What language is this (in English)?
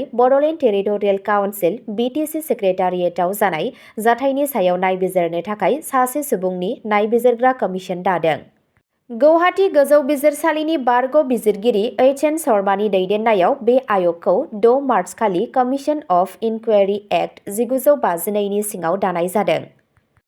Bodo